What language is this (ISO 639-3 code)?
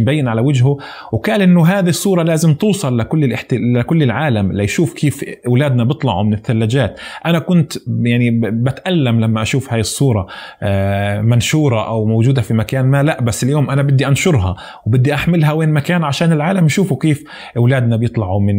apc